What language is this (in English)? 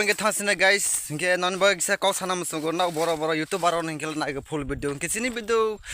Kok Borok